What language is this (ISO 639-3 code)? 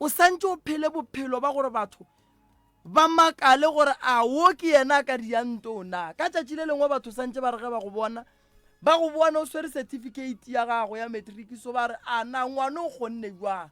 nso